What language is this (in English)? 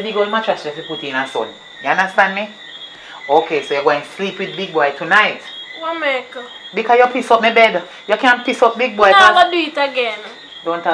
Jamaican Creole English